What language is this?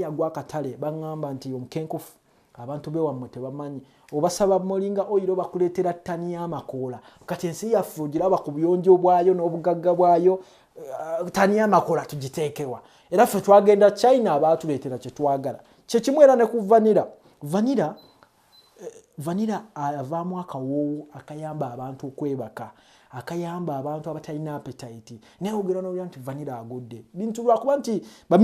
Ganda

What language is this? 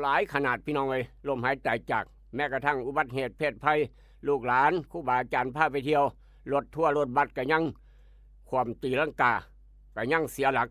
Northeastern Thai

